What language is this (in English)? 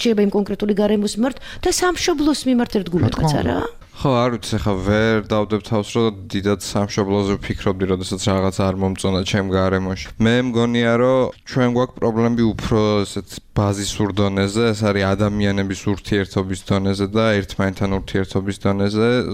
Georgian